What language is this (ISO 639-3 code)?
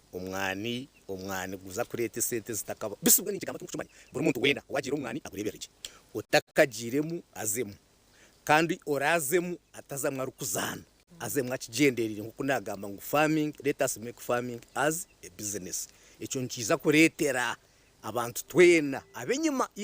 nyn